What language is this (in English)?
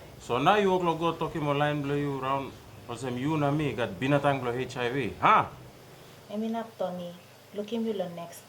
Tok Pisin